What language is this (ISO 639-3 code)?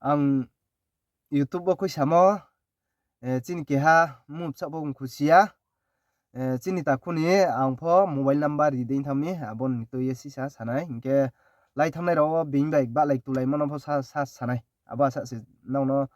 ria